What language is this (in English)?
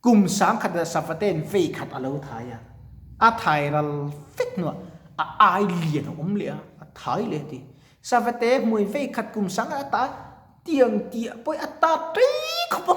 Mizo